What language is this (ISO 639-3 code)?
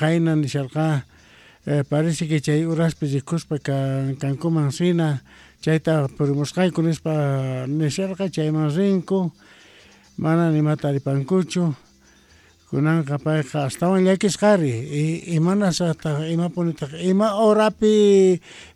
que